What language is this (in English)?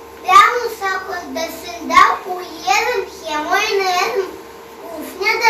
Gagauz